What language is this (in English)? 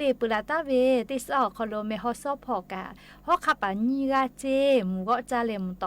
Lahu